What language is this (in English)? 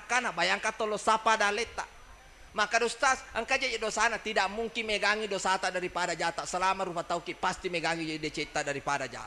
Buginese